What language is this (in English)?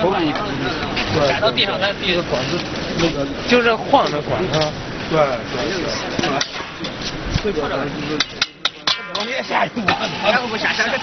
Chinese